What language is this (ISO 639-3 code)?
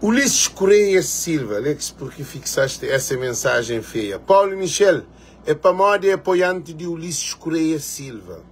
kea